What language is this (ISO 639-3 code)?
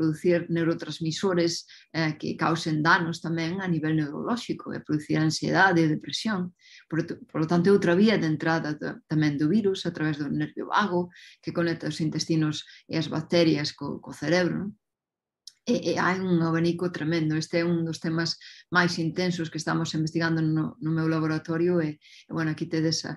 glg